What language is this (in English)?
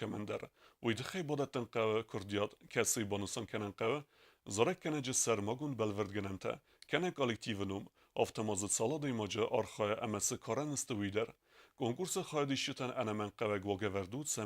Ossetic